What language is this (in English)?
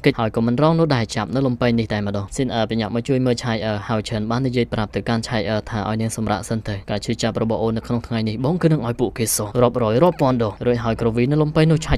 Khmer